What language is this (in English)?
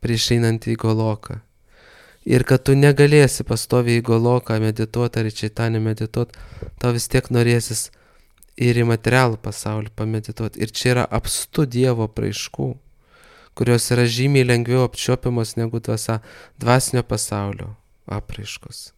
Lithuanian